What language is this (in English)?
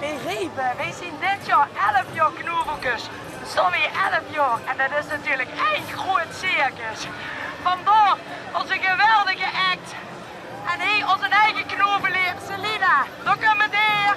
Limburgish